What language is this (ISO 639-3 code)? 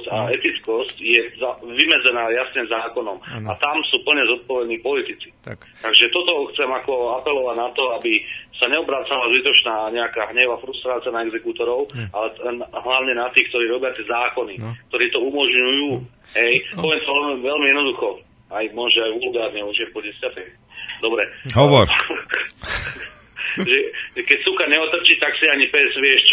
slk